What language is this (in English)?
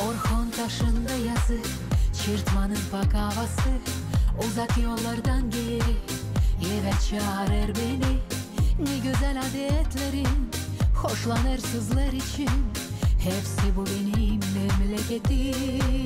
Gagauz